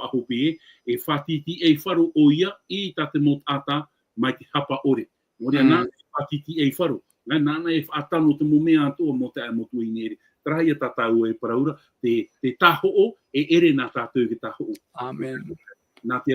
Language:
Tahitian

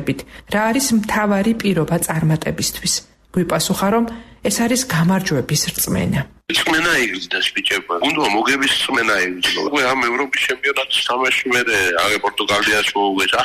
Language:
Georgian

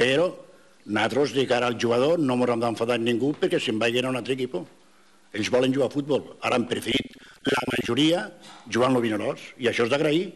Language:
Catalan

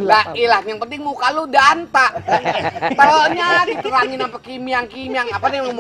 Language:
Betawi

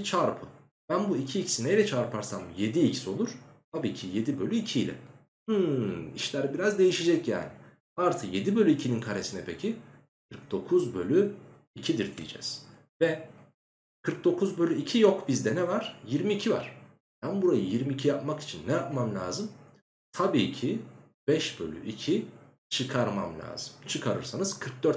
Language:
Turkish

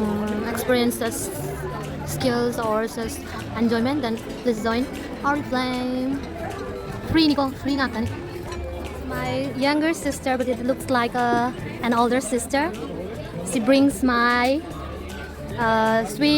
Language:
Manipuri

